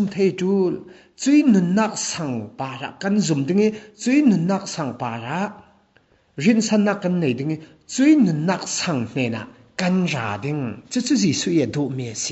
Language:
Falam Chin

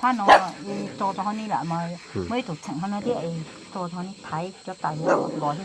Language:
Hmong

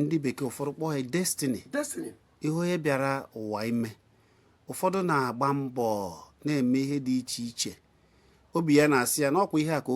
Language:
Igbo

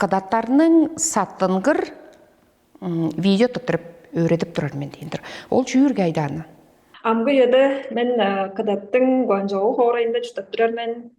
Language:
Tuvinian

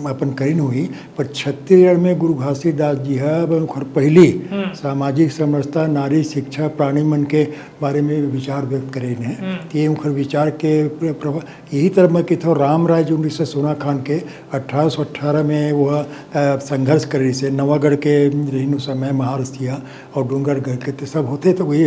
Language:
Chhattisgarhi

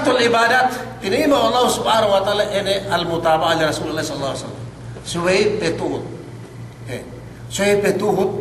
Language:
Yakan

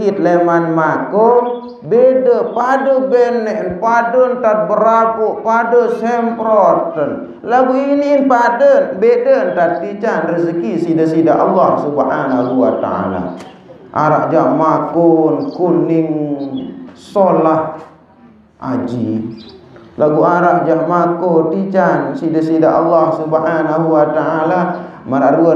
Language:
Sasak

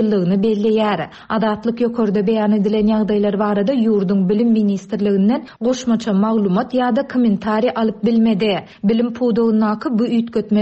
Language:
Turkmen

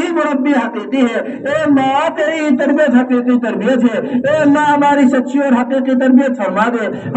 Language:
Urdu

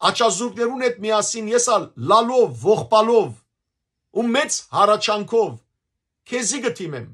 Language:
Western Armenian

